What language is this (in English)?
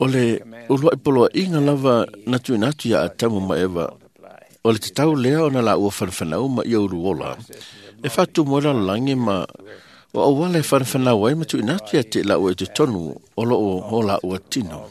Samoan